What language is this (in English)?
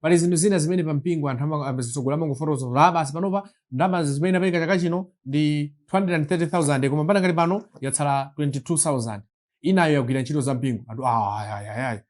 Nyanja